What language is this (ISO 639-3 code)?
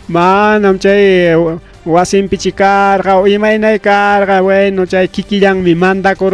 quy